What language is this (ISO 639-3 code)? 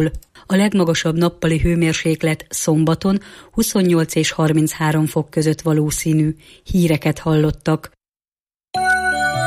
hun